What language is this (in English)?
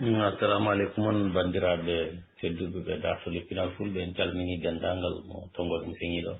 Fula